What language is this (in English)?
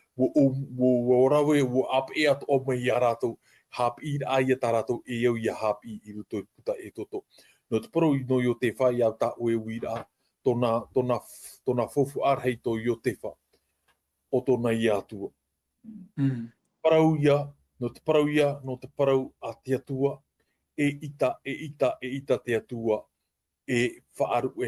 Tahitian